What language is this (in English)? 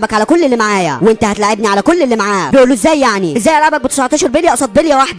Egyptian Arabic